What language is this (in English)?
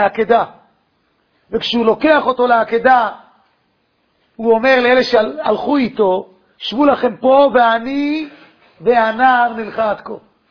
Hebrew